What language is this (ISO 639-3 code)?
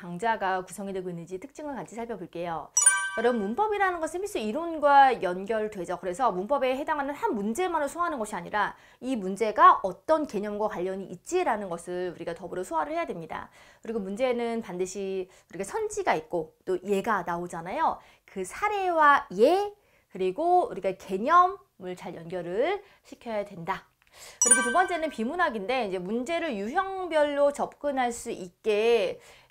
kor